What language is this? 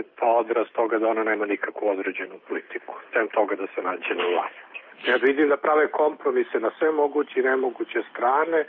Serbian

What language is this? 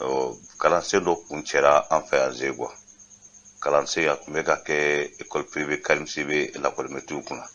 Bambara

